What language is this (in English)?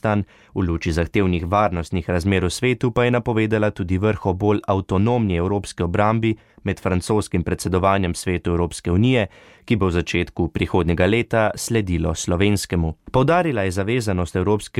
Slovenian